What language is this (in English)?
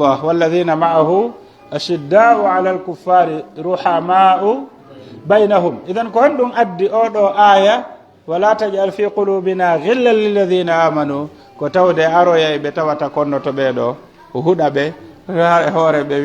Pular